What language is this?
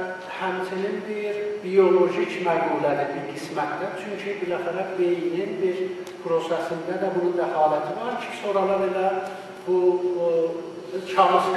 South Azerbaijani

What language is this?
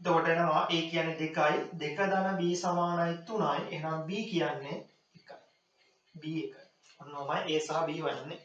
Sinhala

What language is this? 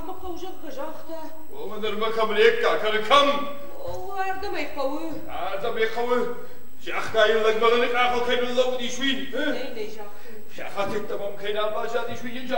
Ossetic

